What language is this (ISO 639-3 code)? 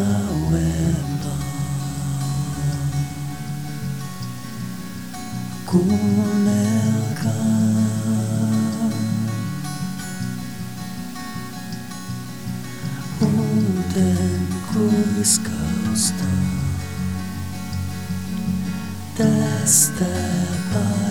fin